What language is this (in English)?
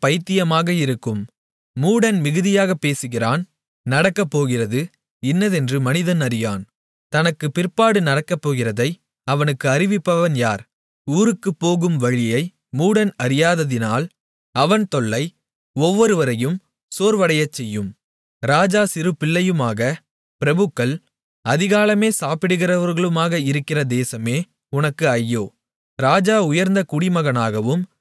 Tamil